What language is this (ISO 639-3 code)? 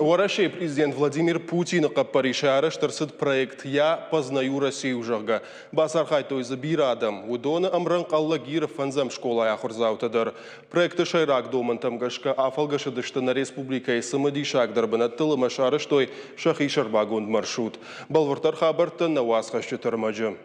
oss